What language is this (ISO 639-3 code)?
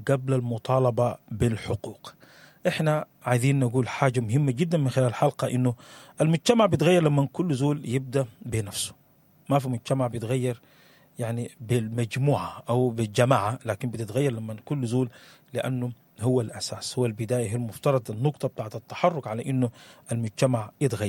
apd